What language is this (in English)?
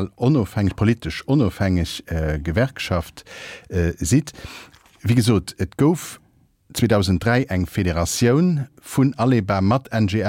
Luxembourgish